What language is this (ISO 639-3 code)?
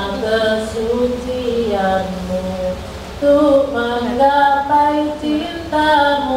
ind